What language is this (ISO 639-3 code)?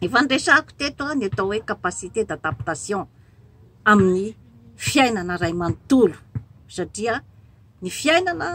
mlg